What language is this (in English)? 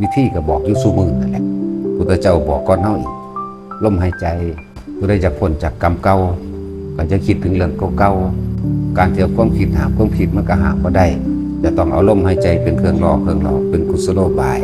Northeastern Thai